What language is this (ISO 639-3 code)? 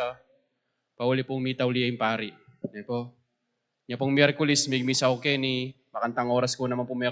pam